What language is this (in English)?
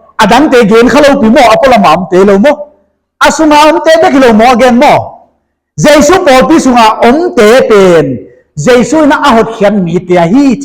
Paite Chin